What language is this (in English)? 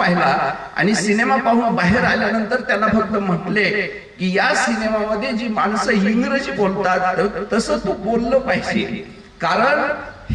Marathi